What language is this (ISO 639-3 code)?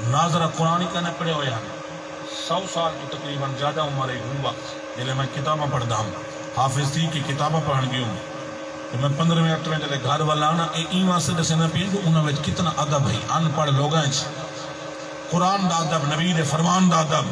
skr